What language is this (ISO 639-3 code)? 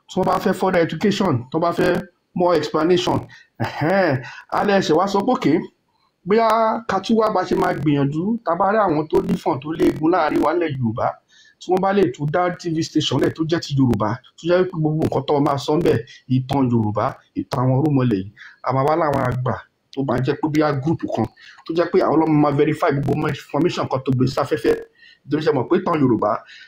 yor